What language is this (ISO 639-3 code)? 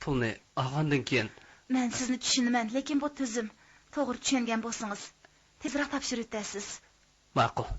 uig